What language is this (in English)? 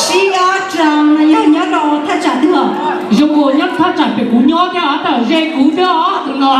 Hmong